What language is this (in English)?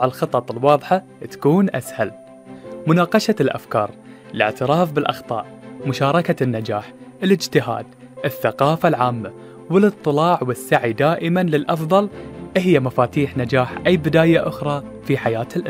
Arabic